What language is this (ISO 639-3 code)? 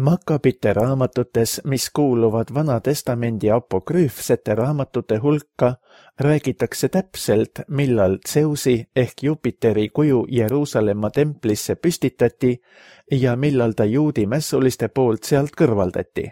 est